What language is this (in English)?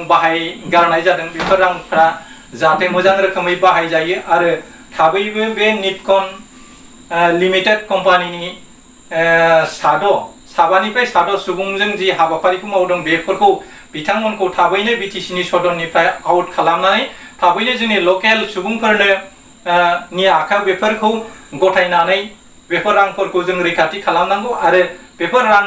Bodo